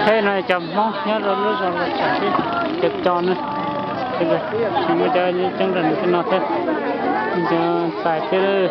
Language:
Hmong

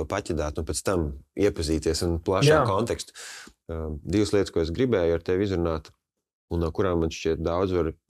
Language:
Latvian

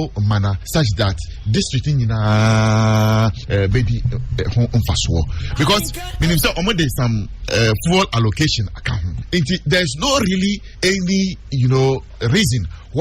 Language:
Akan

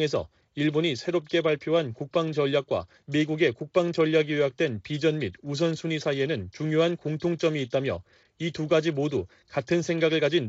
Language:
Korean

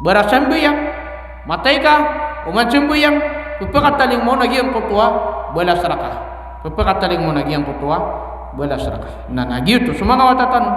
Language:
Maranao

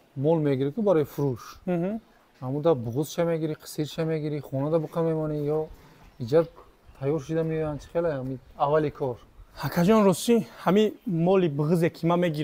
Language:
Tajik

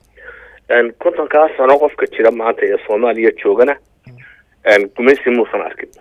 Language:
Somali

